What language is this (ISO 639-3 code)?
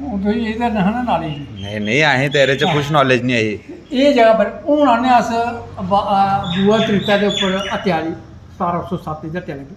doi